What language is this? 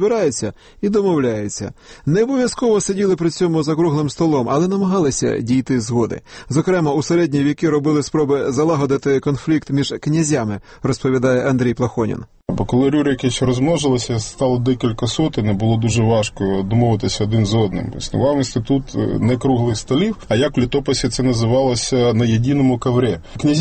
Ukrainian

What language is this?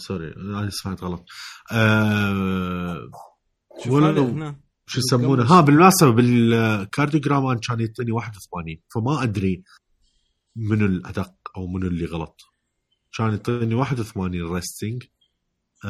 Mesopotamian Arabic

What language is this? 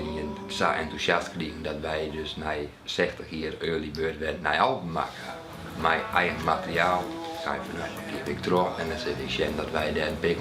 Western Frisian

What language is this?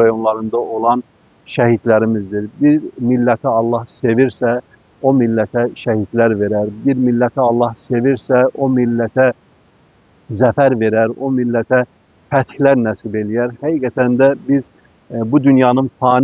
Azerbaijani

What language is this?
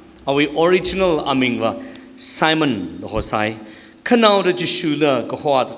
Tangkhul Naga (India)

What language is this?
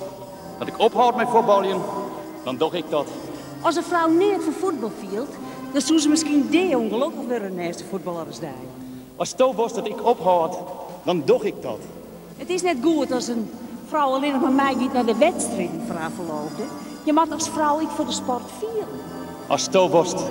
Western Frisian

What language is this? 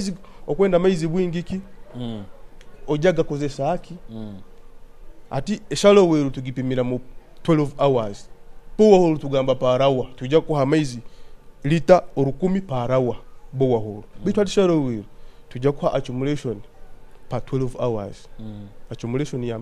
Nyoro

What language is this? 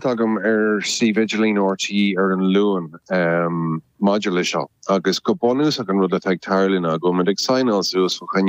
Irish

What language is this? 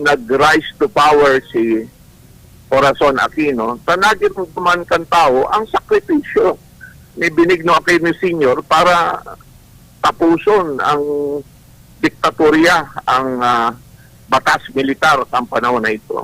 Bikol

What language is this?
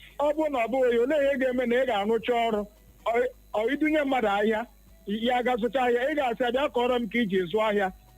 Igbo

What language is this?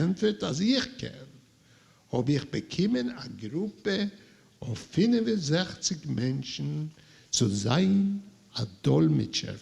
Yiddish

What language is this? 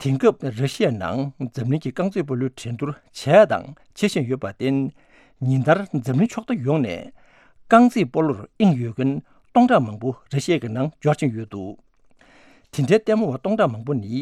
Tibetan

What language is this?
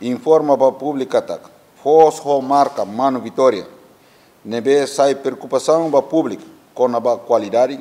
Tetum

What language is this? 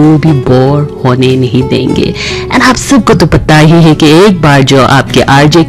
Hindi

